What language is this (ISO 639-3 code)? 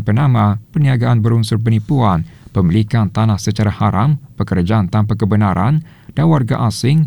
msa